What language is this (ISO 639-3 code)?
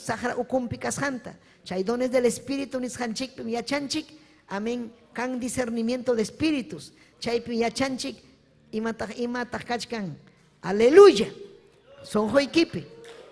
quy